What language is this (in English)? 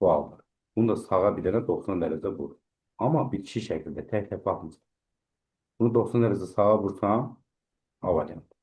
Azerbaijani